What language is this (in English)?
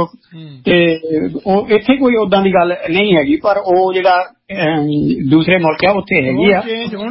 Punjabi